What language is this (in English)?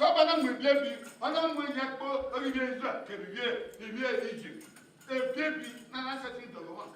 Bini